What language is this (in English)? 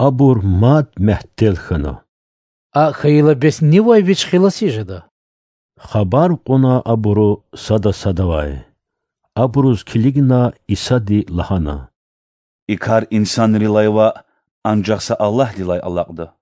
Lezghian